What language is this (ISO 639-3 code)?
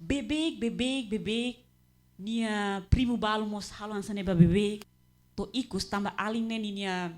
tet